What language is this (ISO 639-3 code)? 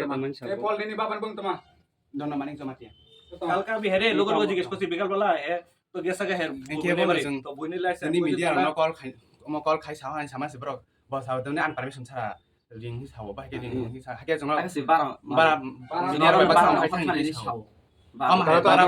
trp